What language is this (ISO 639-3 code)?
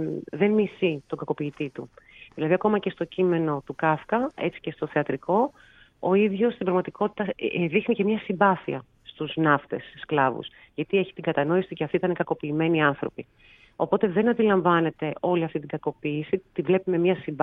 ell